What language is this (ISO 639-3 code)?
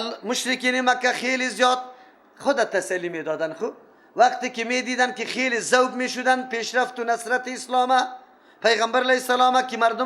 fas